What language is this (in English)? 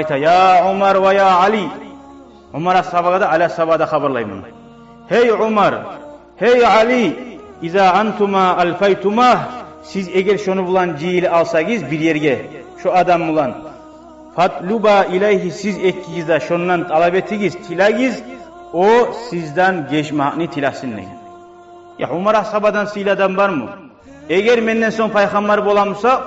Kumyk